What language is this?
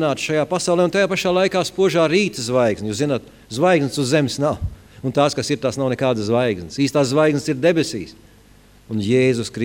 Latvian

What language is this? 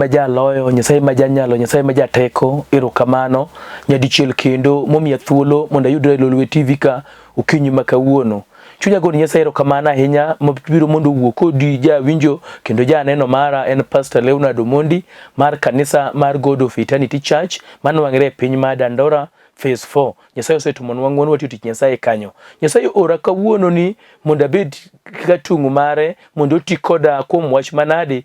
Luo (Kenya and Tanzania)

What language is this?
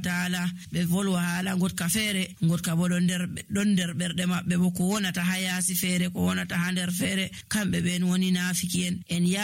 Nigerian Fulfulde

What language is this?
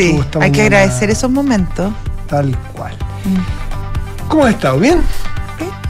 Spanish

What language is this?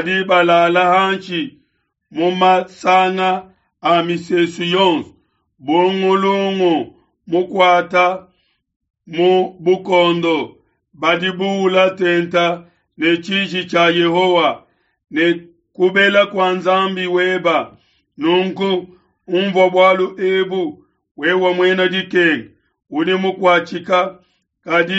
Luba-Lulua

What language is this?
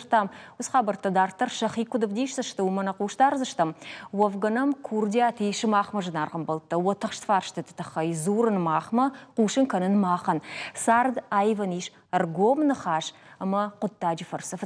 Ossetic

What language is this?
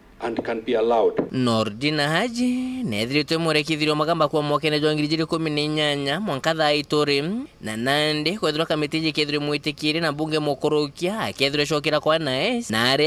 Meru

